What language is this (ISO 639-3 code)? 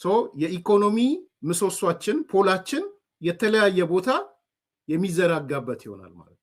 amh